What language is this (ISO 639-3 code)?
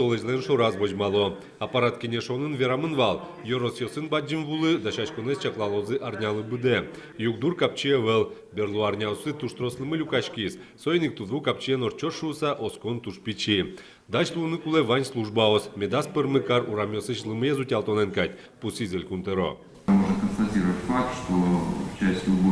udm